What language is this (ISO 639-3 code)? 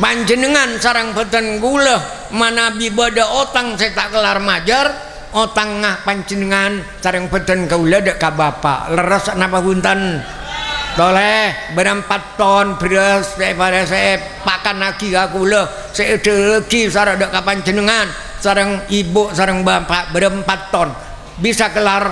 mad